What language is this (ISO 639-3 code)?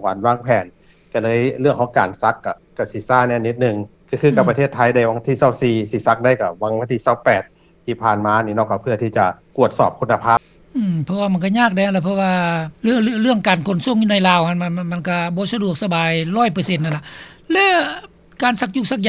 lao